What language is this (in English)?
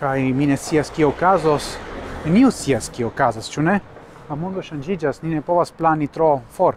Esperanto